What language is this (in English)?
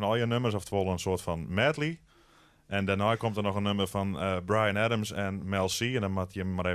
Western Frisian